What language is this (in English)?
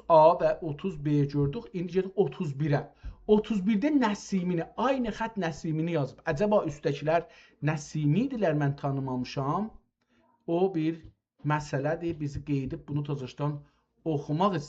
South Azerbaijani